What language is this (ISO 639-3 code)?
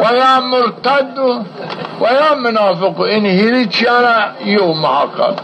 zza